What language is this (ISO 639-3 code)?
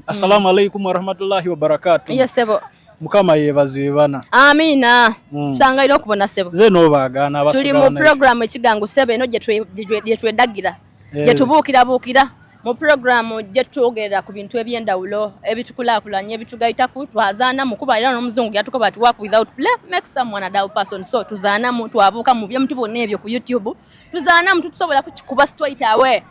xog